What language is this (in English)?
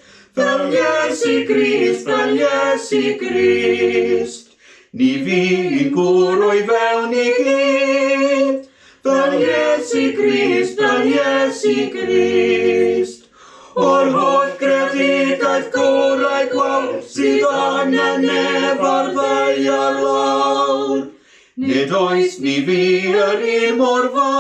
Welsh